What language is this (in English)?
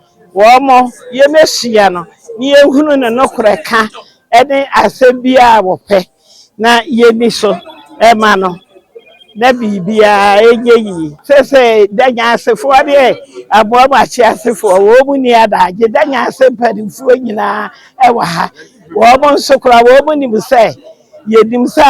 Akan